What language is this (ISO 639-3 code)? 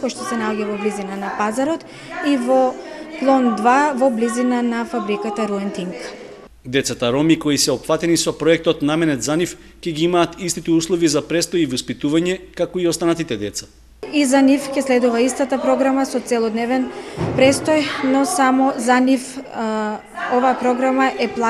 mkd